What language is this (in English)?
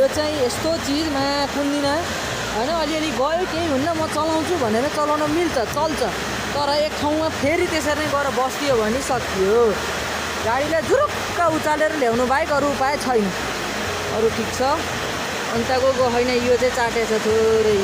Nepali